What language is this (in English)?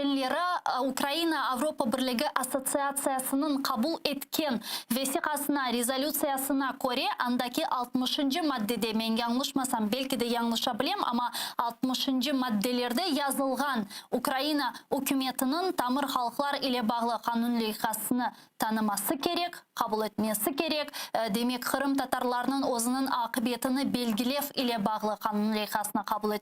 Crimean Tatar